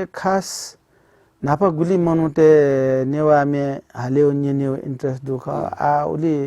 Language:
Newari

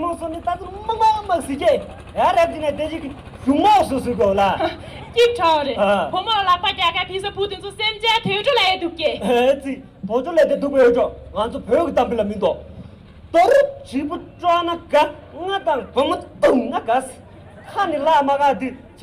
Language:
Tibetan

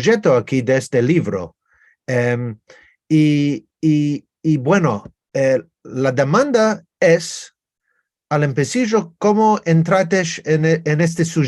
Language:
Ladino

